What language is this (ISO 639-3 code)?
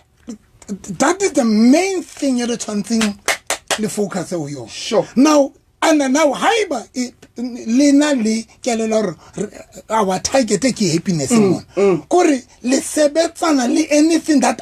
sot